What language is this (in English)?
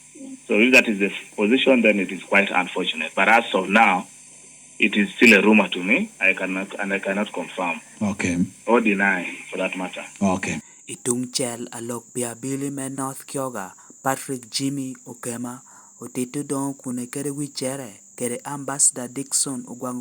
Lango (Uganda)